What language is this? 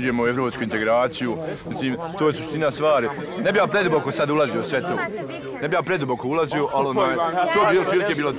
Bosnian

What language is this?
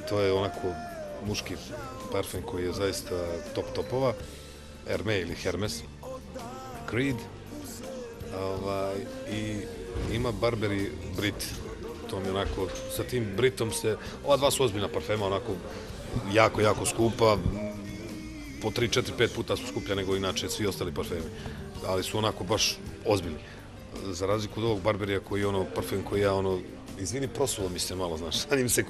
Bosnian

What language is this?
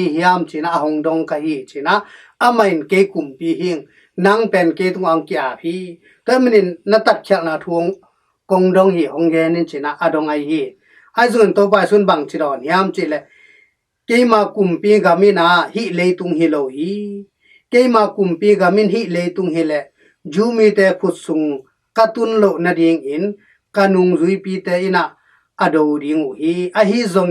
Tedim Chin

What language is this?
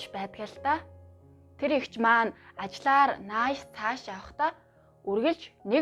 Mongolian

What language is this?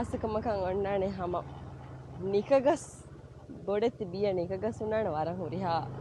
Divehi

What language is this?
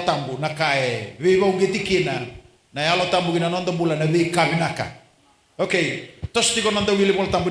Fijian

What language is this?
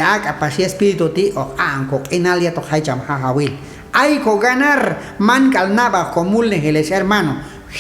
Q'anjob'al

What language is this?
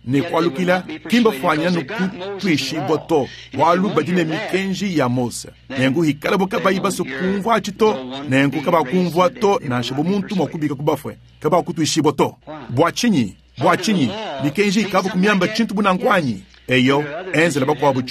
Luba-Lulua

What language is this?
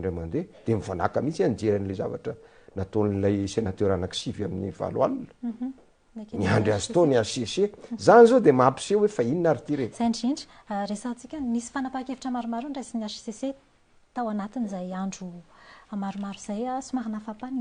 Malagasy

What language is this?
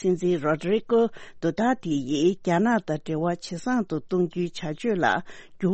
Tibetan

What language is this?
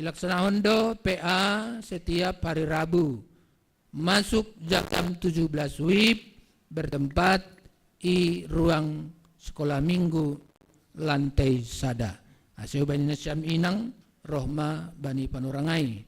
Batak Simalungun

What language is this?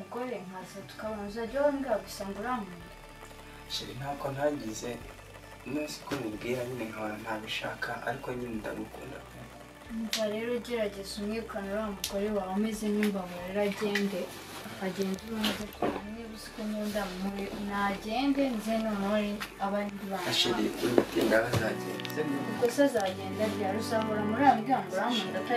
Kinyarwanda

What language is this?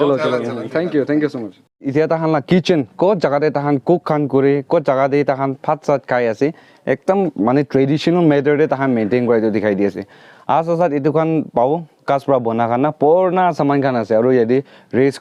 Naga Pidgin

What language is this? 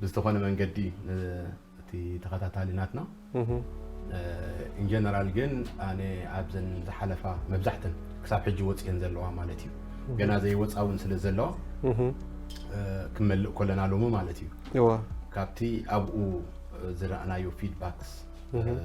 Tigrinya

